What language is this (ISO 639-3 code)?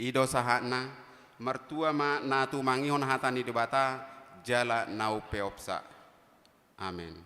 bbc